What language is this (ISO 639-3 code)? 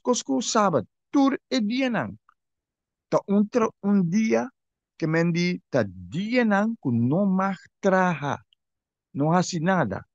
pap